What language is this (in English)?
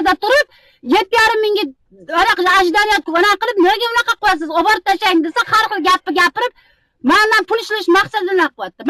Uzbek